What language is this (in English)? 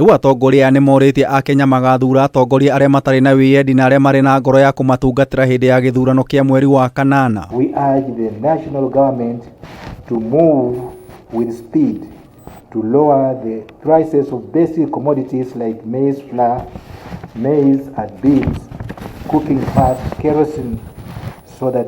Kikuyu